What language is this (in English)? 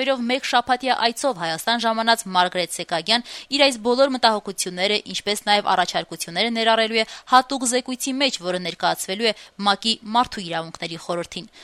Armenian